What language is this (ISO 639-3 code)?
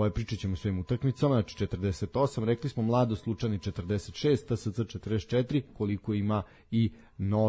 srp